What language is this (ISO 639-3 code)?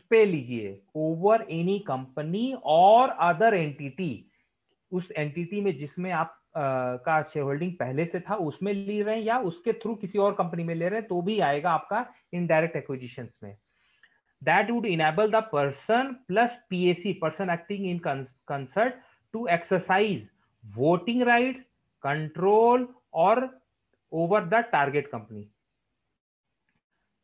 hin